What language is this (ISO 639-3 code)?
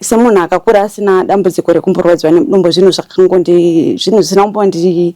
sna